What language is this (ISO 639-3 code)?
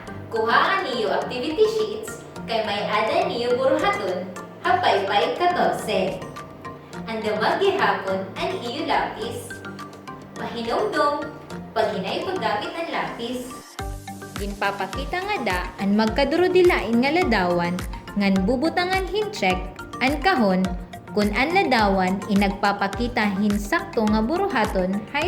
war